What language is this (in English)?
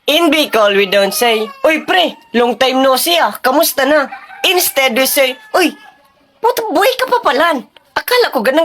Bikol